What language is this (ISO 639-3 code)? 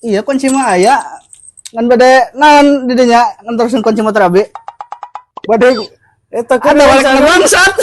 sun